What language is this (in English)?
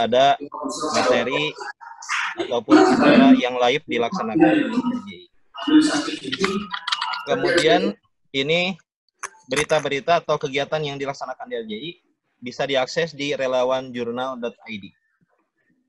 Indonesian